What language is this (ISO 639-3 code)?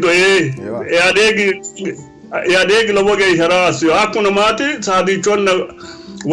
sid